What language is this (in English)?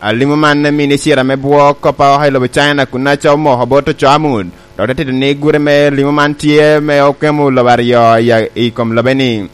Lango (Uganda)